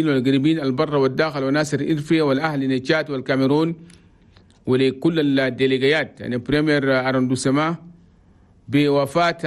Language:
Chadian Arabic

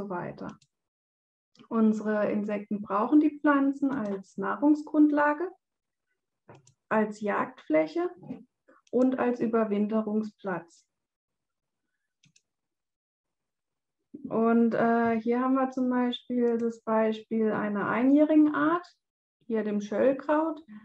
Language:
German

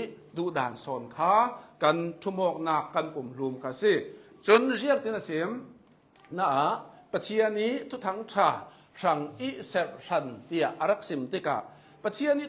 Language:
Hakha Chin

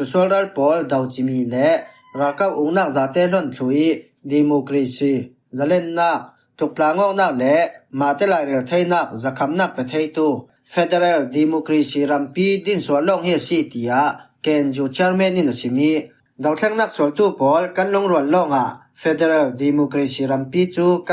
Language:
Falam Chin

